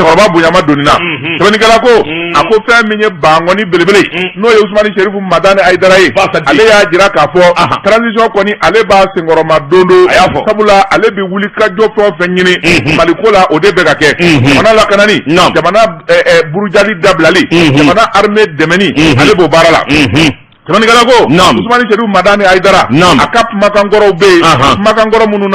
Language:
Bambara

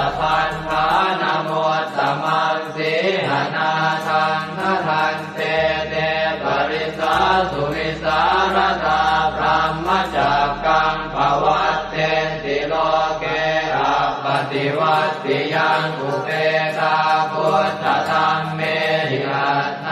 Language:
Pali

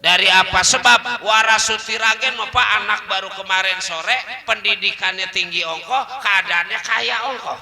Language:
Betawi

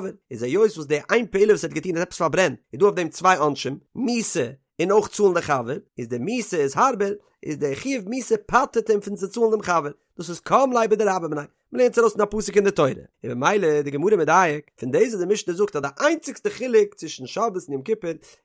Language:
Yiddish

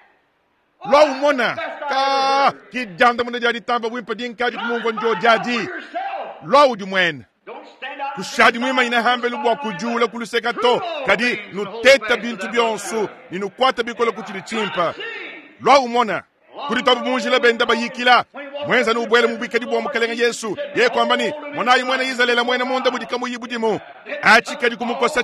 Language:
Luba-Lulua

